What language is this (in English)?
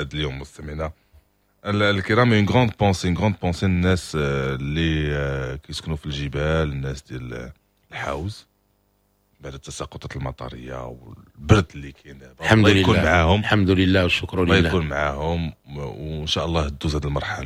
Moroccan Arabic